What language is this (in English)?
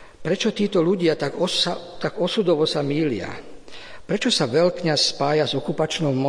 Slovak